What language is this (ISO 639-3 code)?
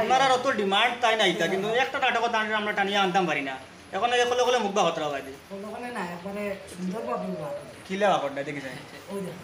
syl